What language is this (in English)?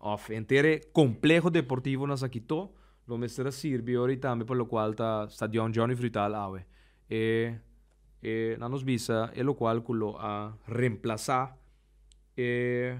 Papiamento